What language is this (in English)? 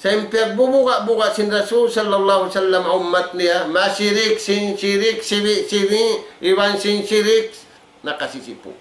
Tausug